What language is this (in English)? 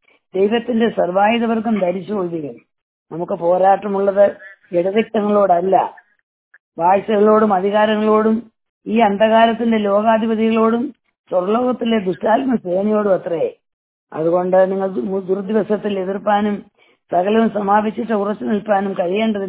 Malayalam